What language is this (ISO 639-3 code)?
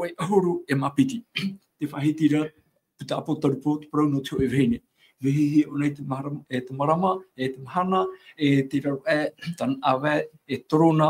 tah